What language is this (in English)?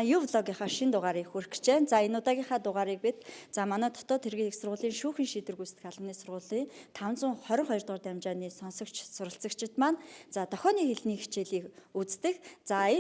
Mongolian